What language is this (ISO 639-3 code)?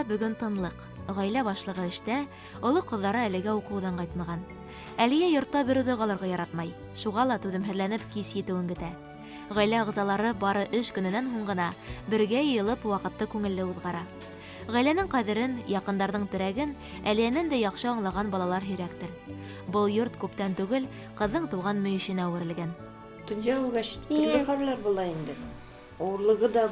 bak